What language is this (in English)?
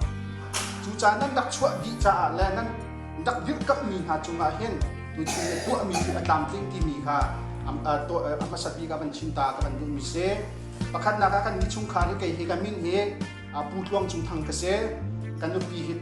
Hakha Chin